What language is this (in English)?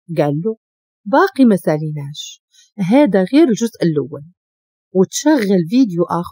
Moroccan Arabic